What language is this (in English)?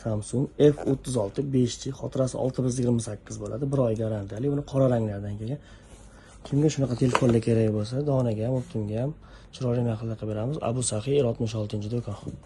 Uzbek